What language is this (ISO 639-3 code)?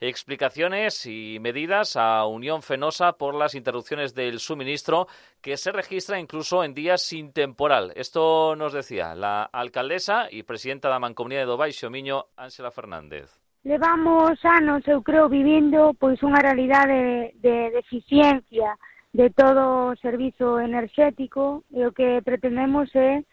glg